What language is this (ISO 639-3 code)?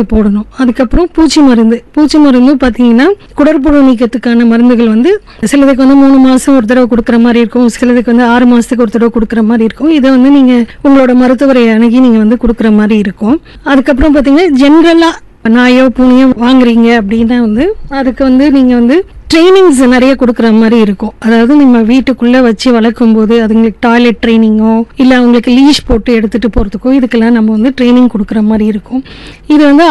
tam